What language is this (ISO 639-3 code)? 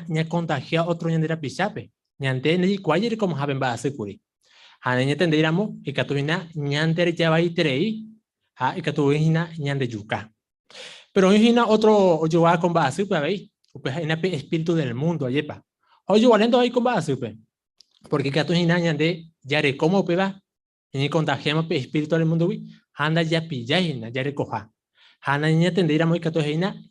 grn